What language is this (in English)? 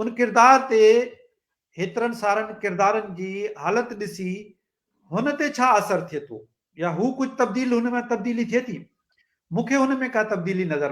Sindhi